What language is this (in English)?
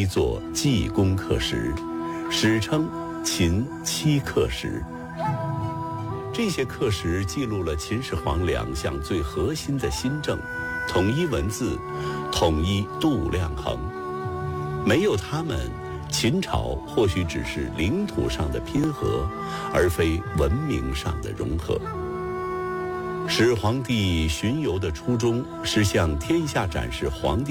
Chinese